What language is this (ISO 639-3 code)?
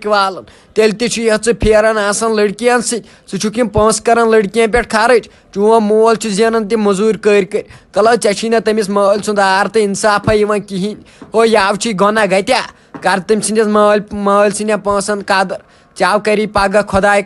kas